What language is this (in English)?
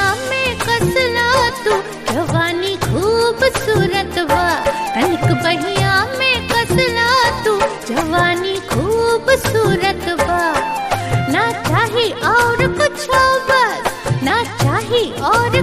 Bhojpuri